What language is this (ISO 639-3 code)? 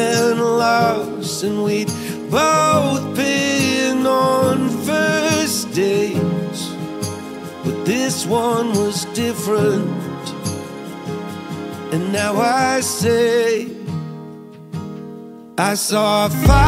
eng